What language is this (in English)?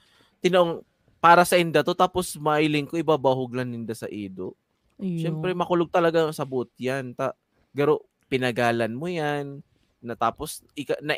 Bikol